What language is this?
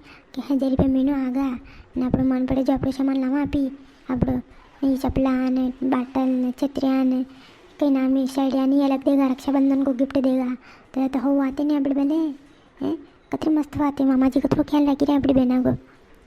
Rajasthani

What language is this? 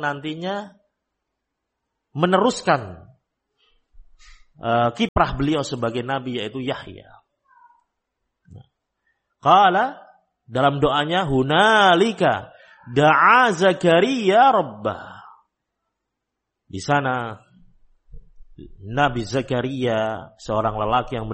Indonesian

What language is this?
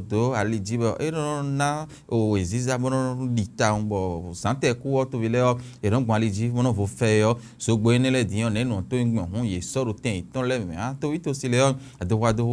Fon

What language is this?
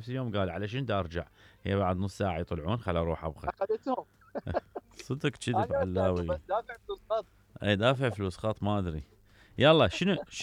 Mesopotamian Arabic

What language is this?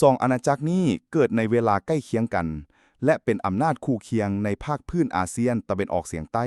Lao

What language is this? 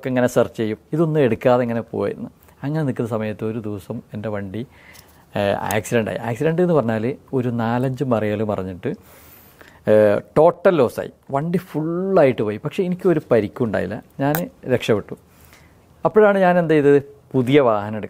Malayalam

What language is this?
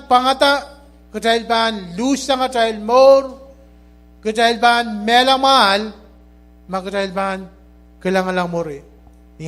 Pohnpeian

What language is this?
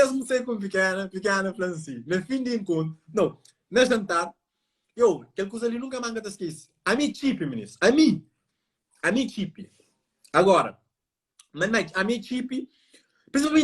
Kabuverdianu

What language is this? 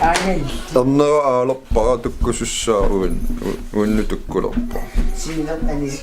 Kalaallisut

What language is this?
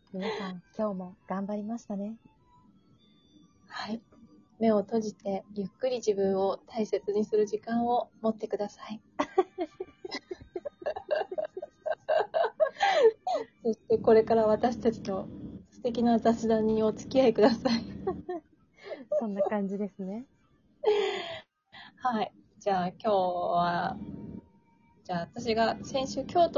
Japanese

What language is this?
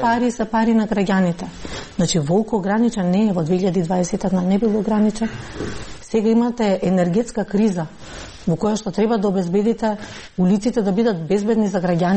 Macedonian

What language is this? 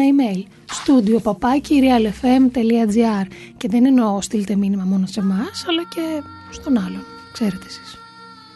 Greek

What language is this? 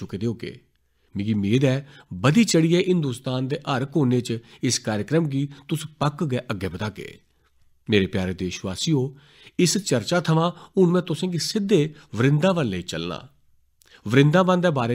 Dogri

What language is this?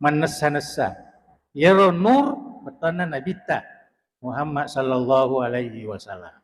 Buginese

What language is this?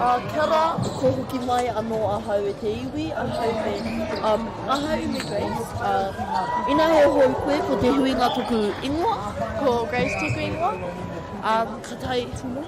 Māori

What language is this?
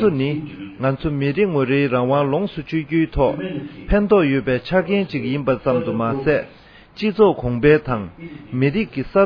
Tibetan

